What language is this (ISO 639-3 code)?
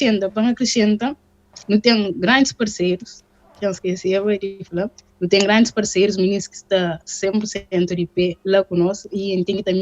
kea